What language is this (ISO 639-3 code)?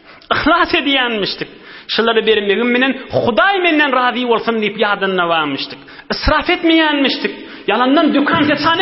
tuk